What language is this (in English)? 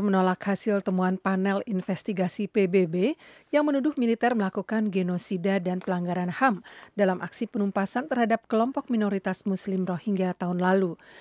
Indonesian